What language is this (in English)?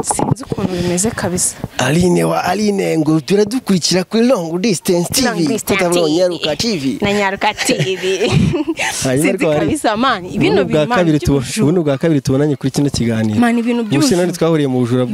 Kinyarwanda